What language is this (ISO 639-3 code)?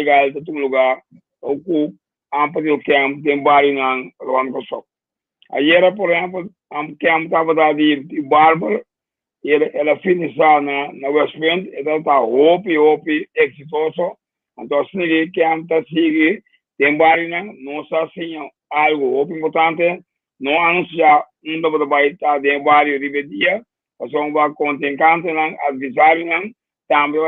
pap